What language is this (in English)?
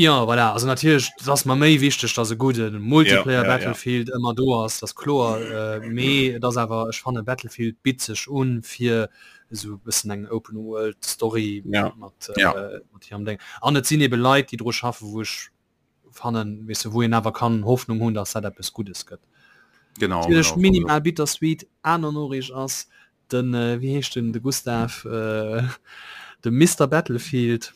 Luxembourgish